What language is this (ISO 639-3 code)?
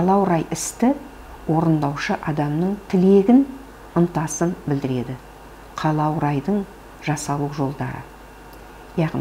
kaz